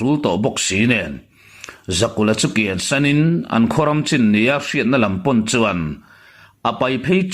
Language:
Mizo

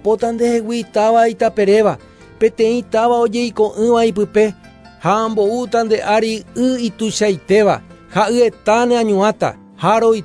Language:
Guarani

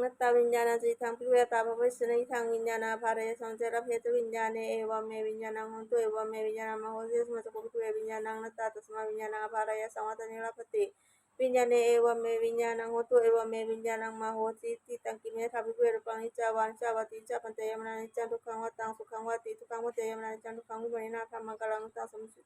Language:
Pali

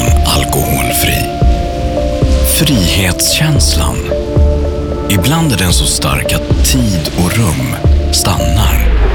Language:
Swedish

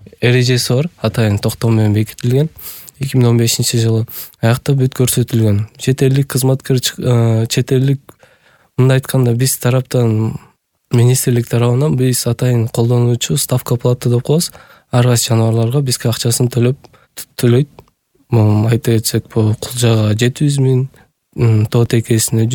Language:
Kyrgyz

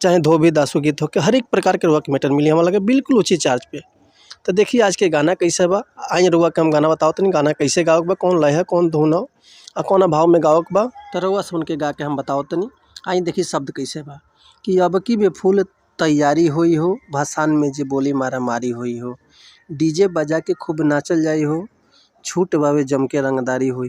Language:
Bhojpuri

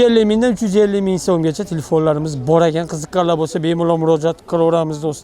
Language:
Uzbek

